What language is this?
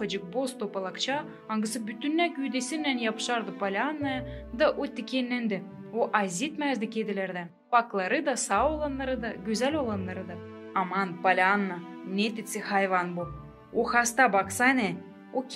Gagauz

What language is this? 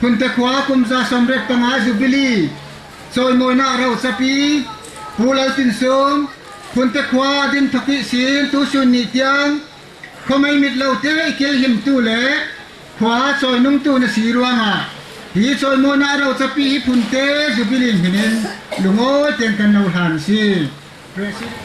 Falam Chin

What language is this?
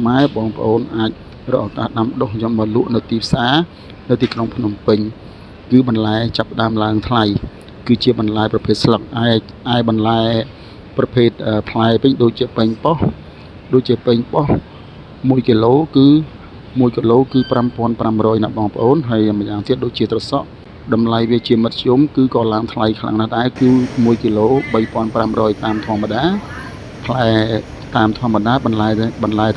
Khmer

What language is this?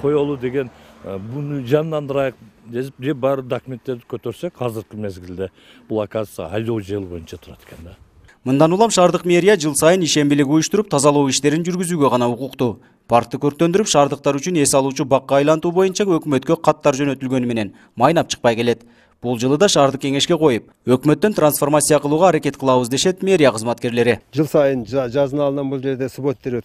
Kyrgyz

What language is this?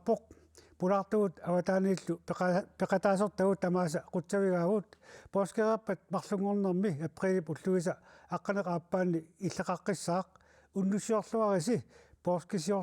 Kalaallisut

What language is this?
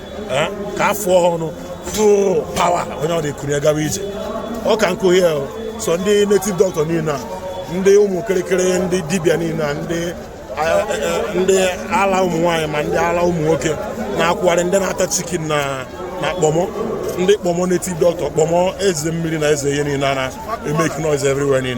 Igbo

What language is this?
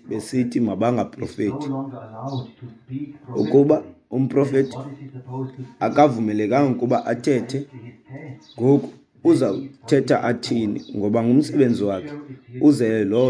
Xhosa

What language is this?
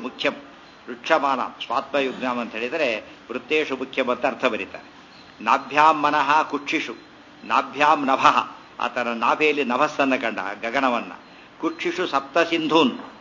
Kannada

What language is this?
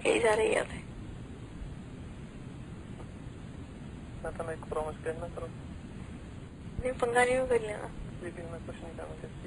Punjabi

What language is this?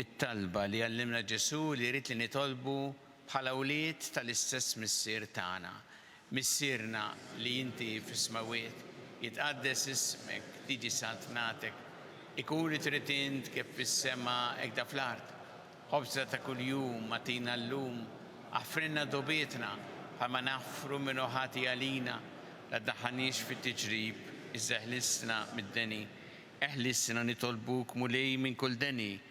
Maltese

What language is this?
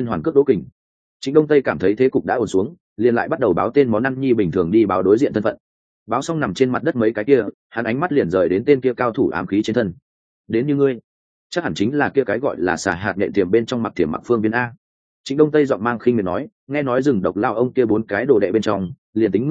Vietnamese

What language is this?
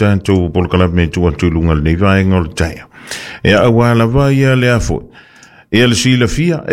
Samoan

